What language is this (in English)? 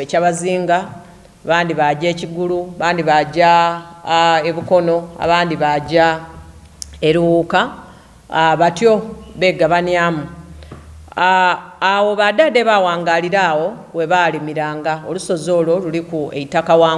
Soga